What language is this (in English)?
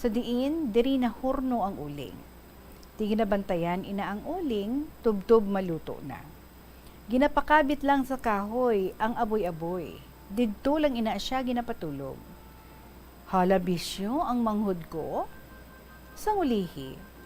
Hiligaynon